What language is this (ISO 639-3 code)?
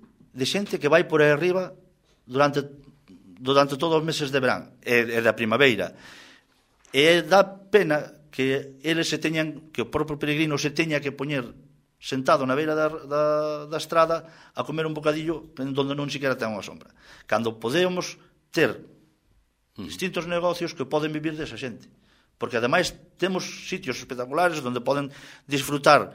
glg